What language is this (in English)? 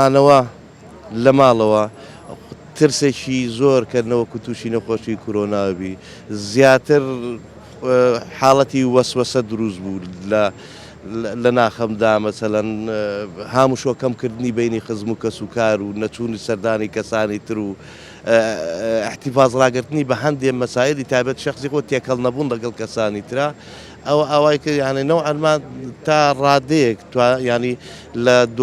Central Kurdish